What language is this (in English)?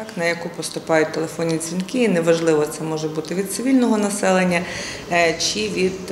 Ukrainian